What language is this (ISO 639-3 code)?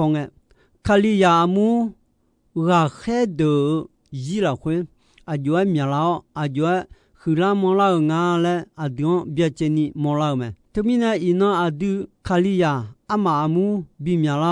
ahk